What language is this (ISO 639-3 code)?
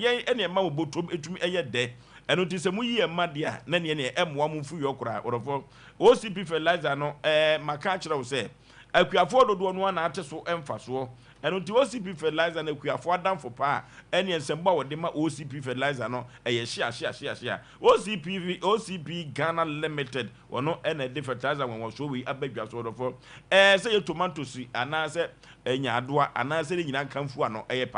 aka